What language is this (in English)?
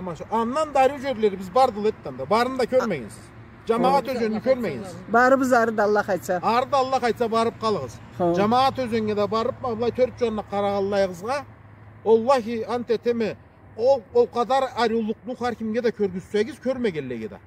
Karachay-Balkar